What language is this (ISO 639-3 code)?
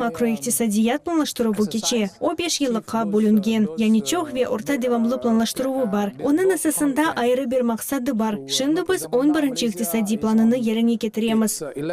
crh